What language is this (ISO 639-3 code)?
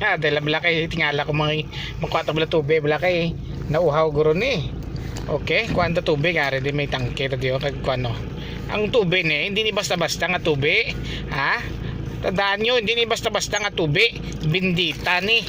hil